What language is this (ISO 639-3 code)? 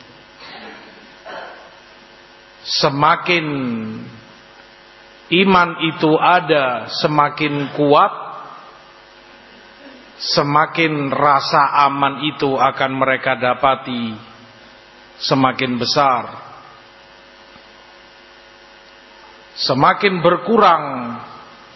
ind